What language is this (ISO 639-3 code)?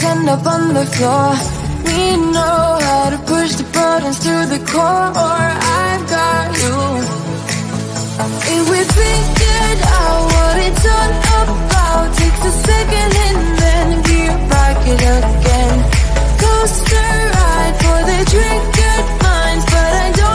eng